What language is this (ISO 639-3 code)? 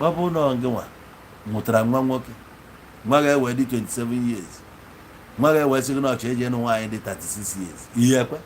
ibo